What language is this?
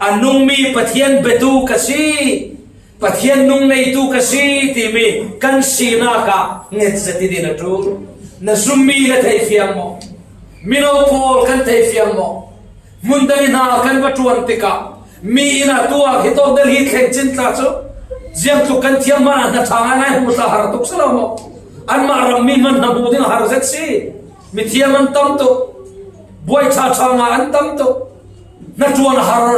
Falam Chin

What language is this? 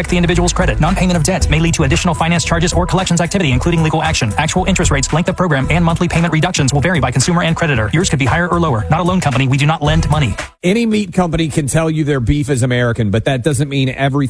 English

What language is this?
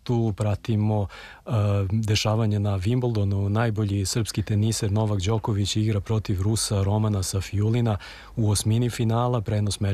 Serbian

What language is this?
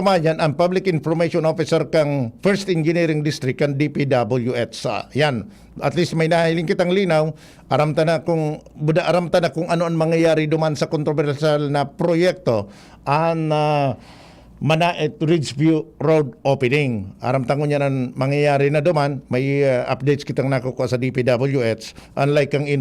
Bikol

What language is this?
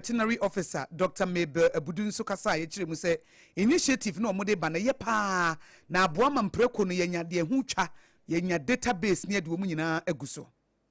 Akan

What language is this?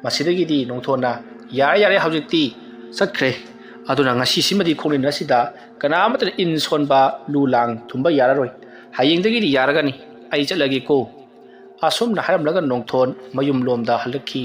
Manipuri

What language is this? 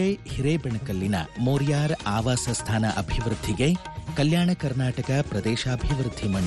Kannada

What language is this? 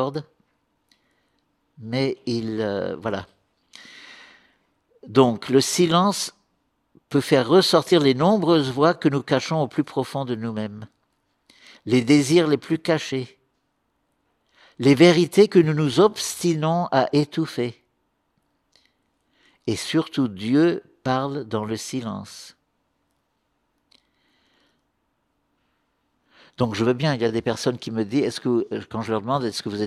French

